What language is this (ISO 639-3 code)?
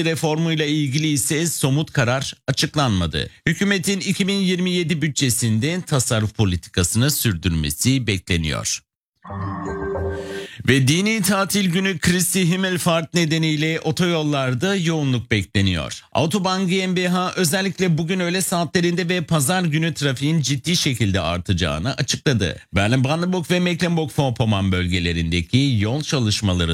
tur